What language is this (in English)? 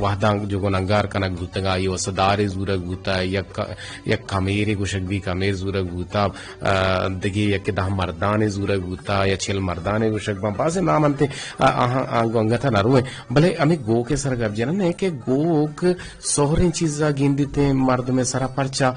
Eastern Balochi